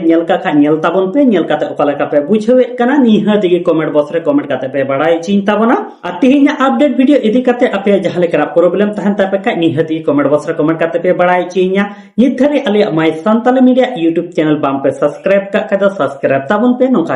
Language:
Santali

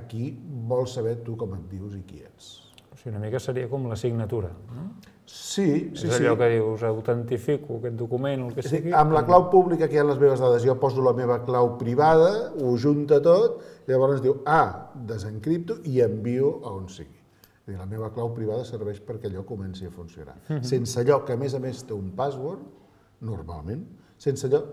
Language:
Catalan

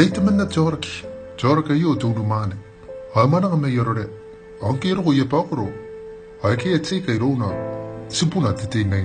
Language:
Gilbertese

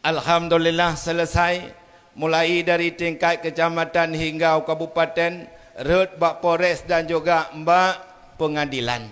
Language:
Achinese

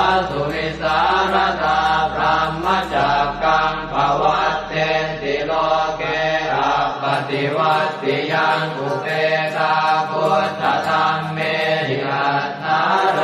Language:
Pali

